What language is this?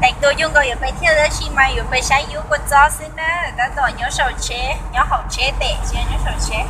Hmong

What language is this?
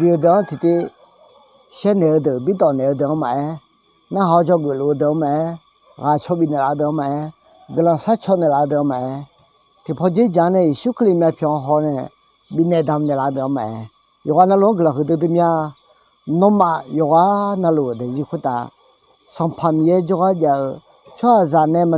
Akha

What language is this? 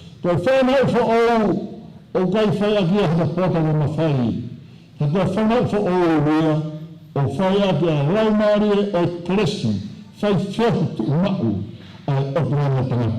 Tongan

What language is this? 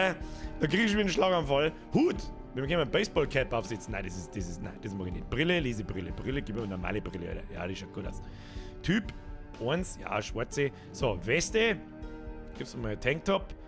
Bavarian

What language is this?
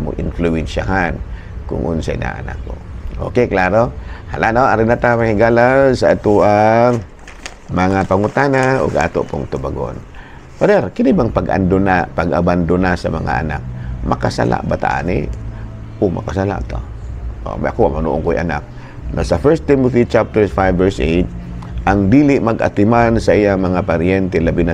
Cebuano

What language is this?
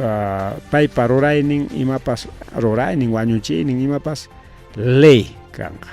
Ayacucho Quechua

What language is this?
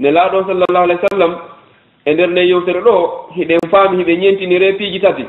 Fula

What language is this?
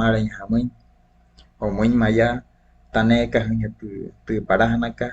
Wayuu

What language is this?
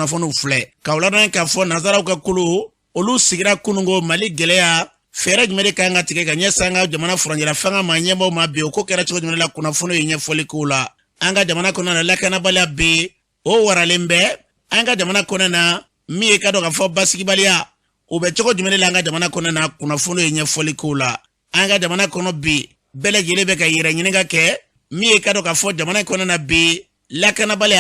Bambara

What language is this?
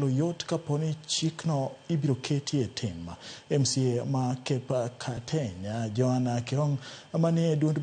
Luo (Kenya and Tanzania)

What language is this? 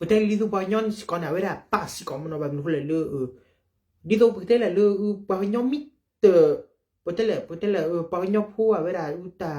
S'gaw Karen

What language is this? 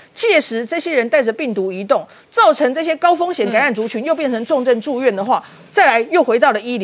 Chinese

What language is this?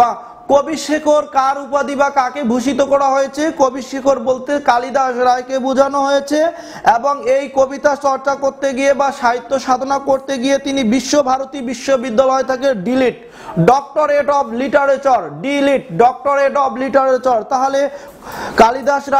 Bangla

